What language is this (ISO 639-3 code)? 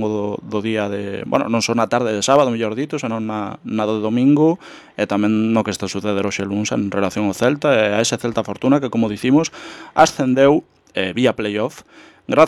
glg